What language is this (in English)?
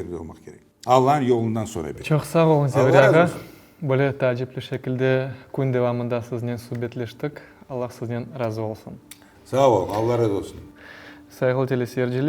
Crimean Tatar